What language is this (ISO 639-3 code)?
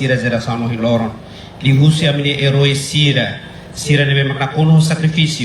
tet